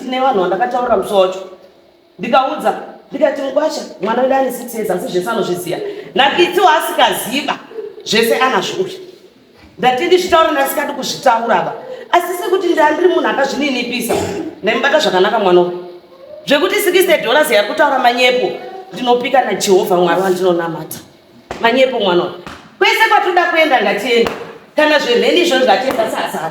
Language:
Shona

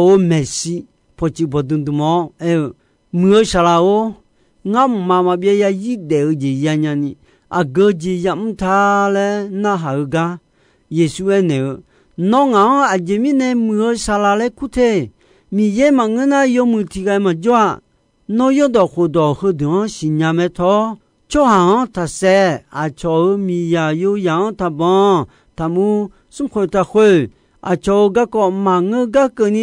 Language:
Akha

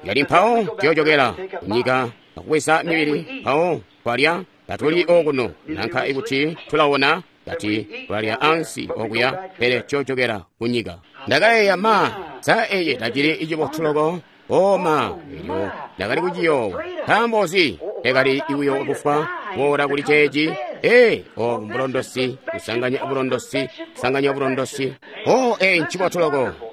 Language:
Tonga (Zambia)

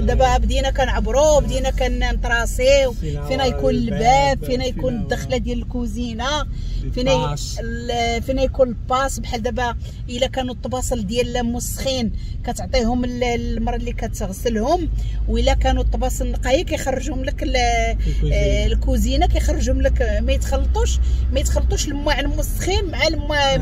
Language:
Moroccan Arabic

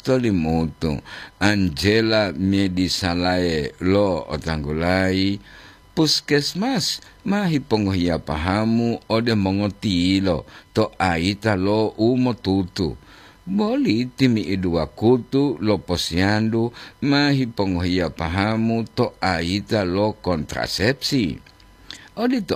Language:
Gorontalo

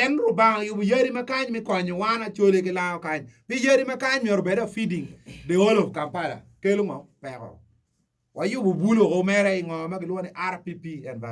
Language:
Acoli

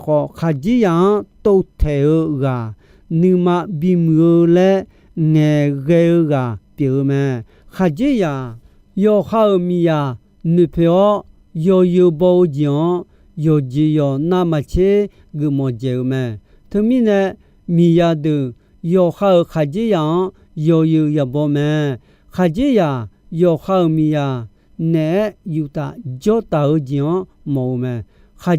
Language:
Akha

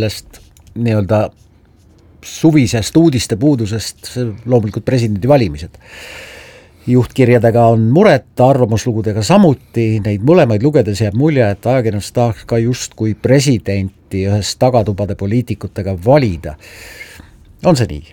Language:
Estonian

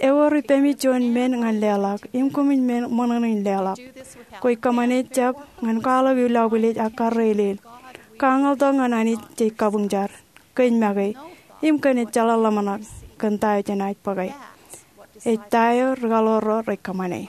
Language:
Marshallese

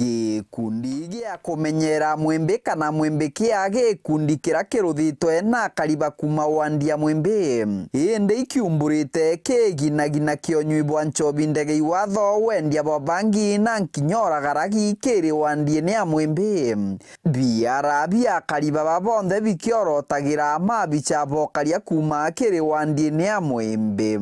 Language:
Meru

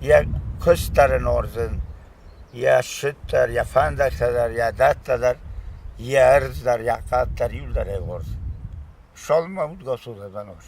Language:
Ossetic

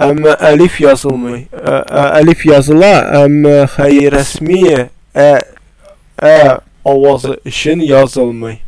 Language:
Tatar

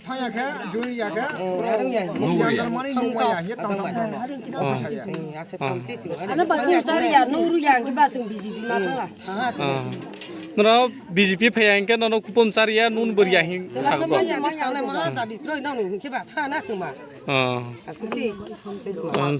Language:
Kok Borok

